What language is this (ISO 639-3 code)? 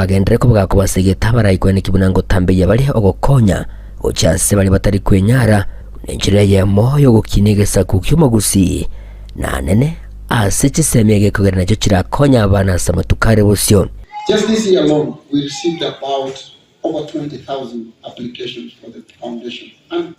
guz